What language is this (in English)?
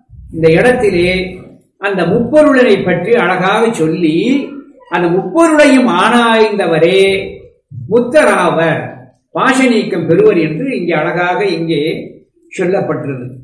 Tamil